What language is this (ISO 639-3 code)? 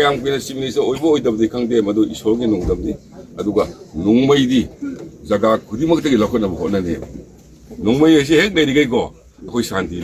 mni